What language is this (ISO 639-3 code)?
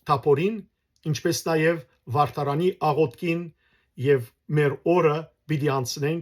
hyw